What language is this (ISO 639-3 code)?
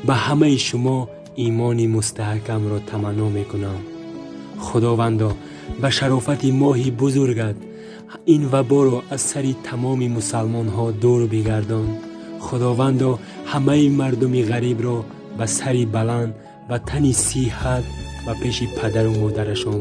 tgk